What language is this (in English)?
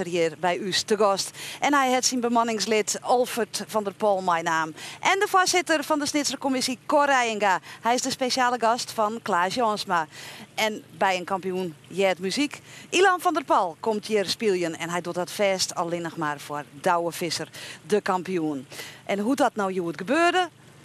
Western Frisian